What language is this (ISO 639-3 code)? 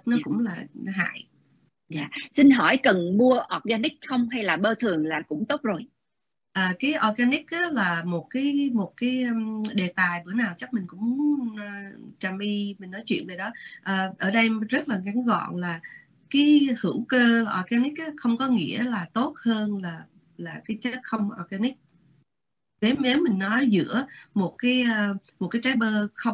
vie